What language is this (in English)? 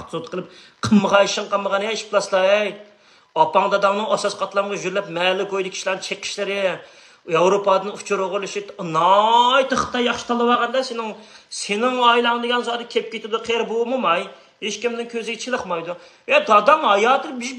Uyghur